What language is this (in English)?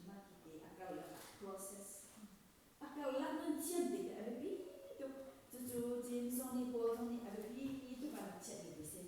Hakha Chin